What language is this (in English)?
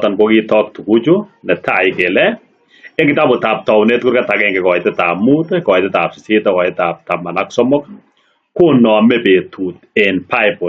Kalenjin